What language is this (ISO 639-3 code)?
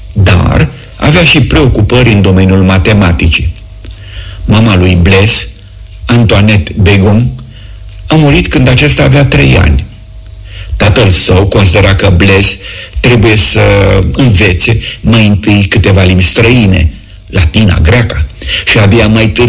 ron